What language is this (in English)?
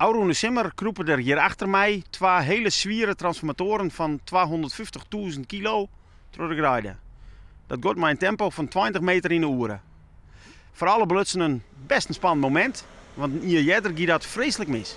Western Frisian